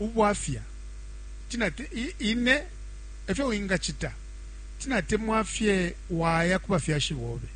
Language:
Bemba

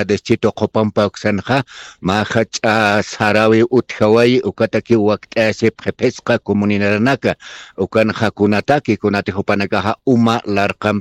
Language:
Aymara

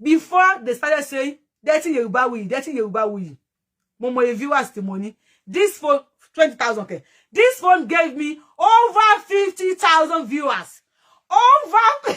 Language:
Yoruba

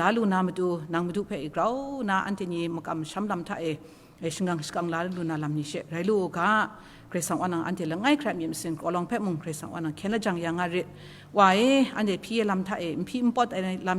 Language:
Kachin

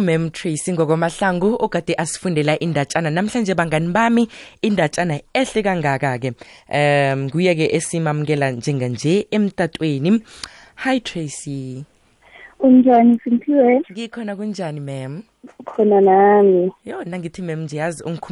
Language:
South Ndebele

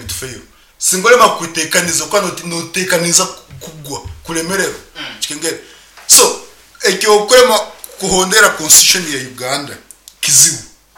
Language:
Nyankole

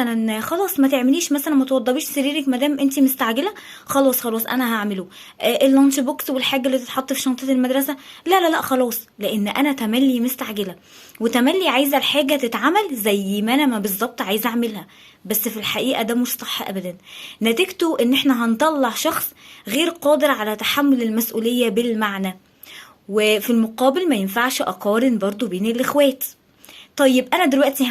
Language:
Egyptian Arabic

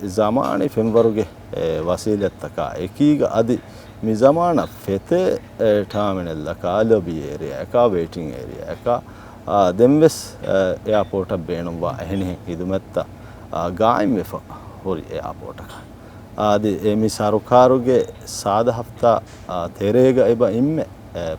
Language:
Divehi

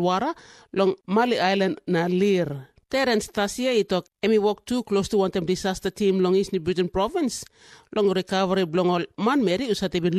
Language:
Tok Pisin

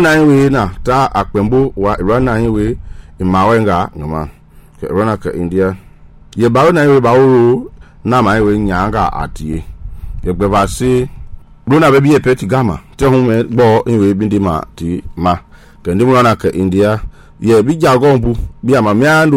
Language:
Mende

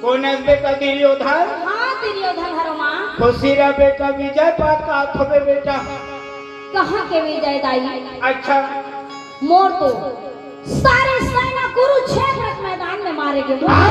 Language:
Chhattisgarhi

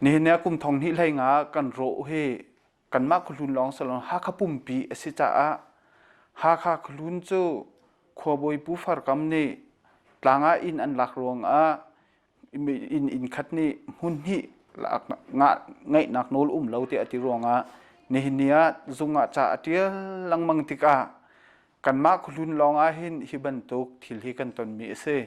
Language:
Hakha Chin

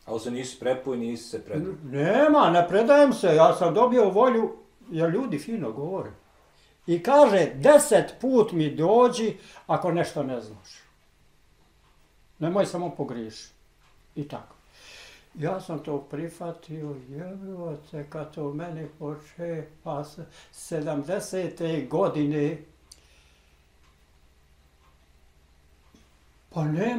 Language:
Bosnian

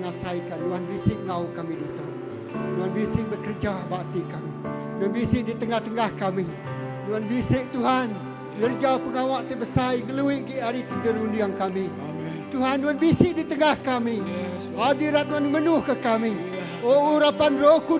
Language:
Iban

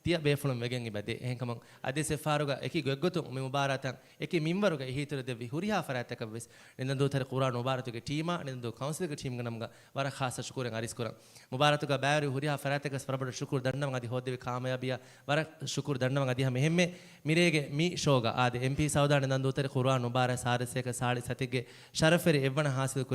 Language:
Divehi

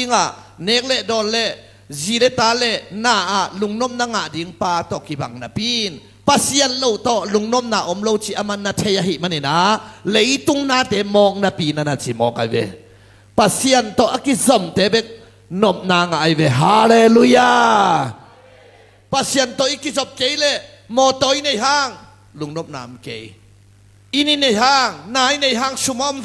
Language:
Tedim Chin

